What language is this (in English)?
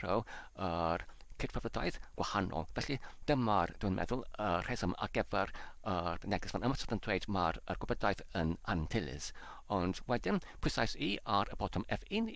Welsh